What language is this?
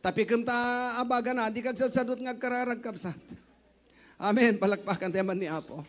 Iloko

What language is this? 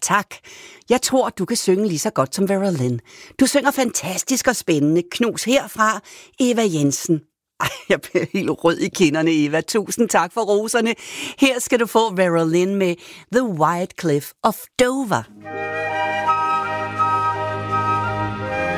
Danish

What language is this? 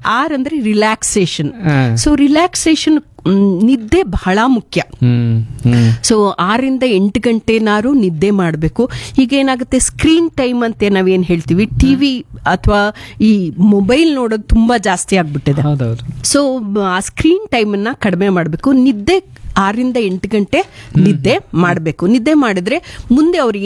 Kannada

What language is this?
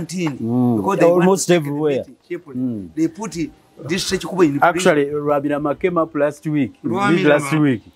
English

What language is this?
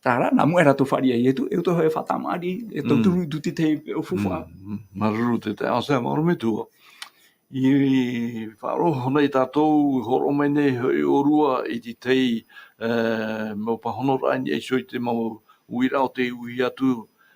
Tahitian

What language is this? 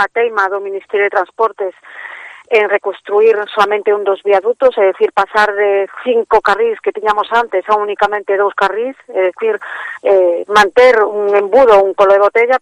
Galician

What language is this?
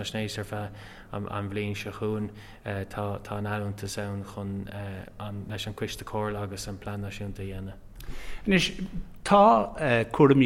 Irish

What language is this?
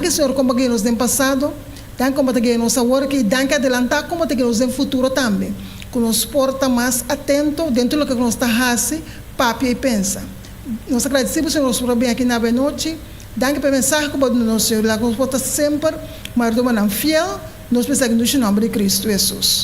Papiamento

